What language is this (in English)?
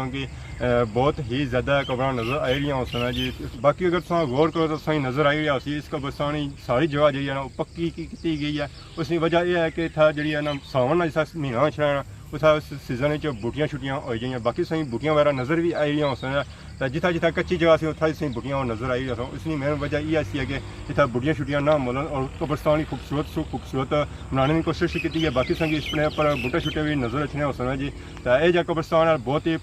Pahari-Potwari